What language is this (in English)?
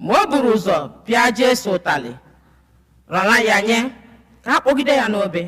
Igbo